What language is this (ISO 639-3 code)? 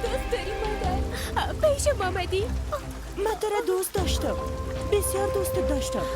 fas